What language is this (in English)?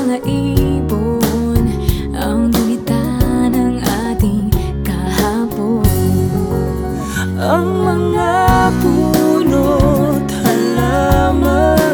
Filipino